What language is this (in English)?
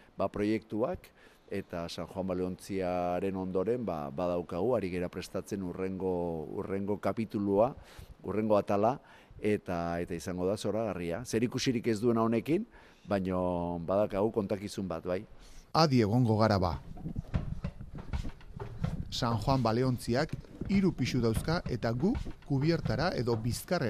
Basque